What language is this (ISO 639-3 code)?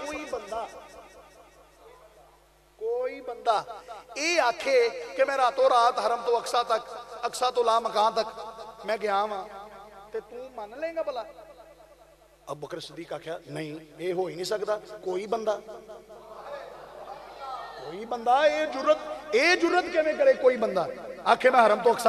lah